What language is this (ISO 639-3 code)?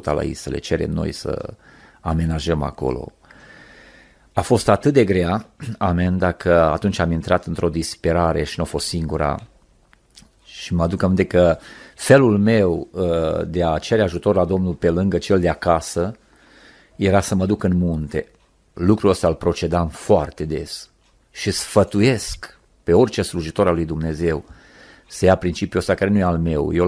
ron